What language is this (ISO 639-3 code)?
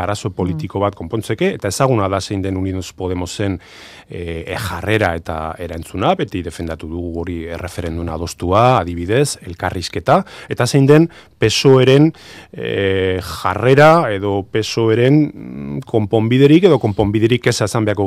eus